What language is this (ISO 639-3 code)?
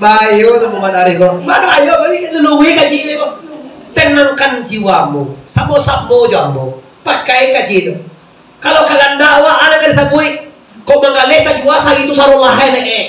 min